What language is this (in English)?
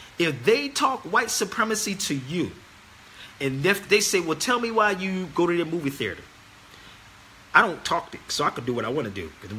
English